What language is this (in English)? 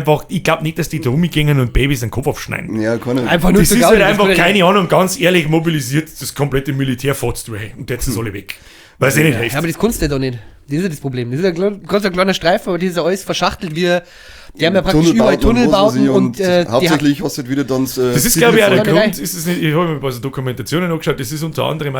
Bavarian